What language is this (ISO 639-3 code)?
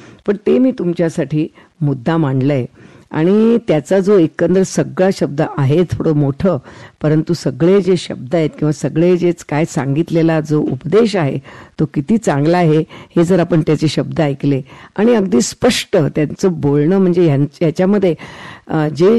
mar